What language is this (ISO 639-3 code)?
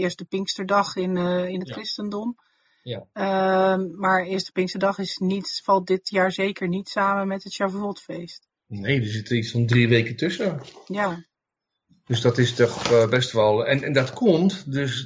nld